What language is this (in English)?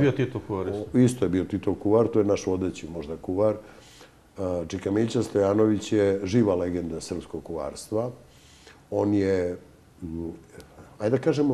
Serbian